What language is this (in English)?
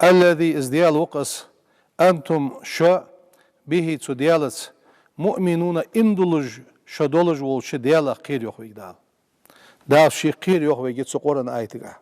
Ingush